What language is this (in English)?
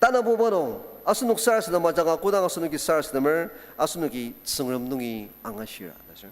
Ao Naga